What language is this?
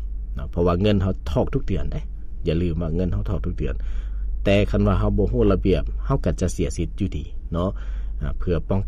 Lao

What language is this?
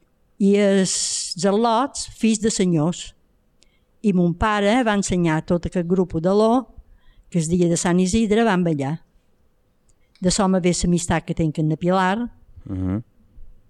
Catalan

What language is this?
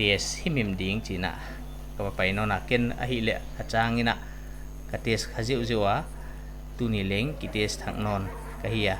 Paite Chin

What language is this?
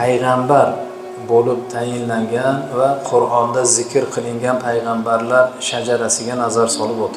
Uzbek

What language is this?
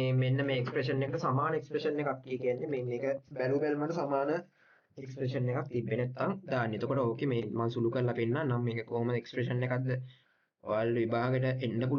Sinhala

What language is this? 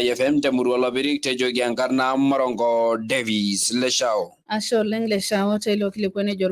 Masai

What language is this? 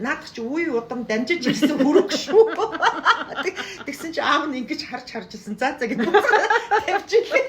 Mongolian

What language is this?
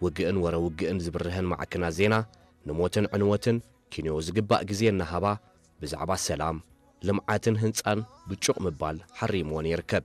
Tigrinya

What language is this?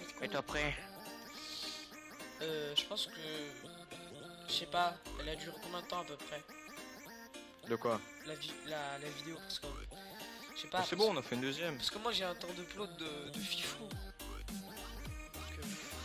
French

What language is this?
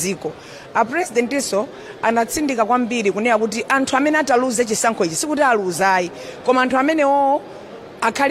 Nyanja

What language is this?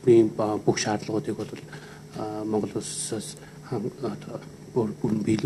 Mongolian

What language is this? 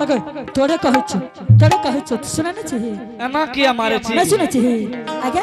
Angika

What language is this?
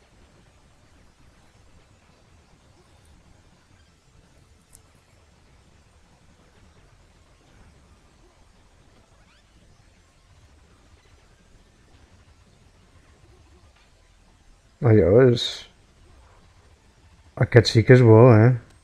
Catalan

